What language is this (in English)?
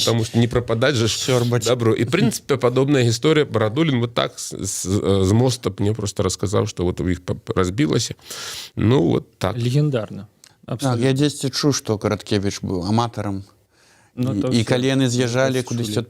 Belarusian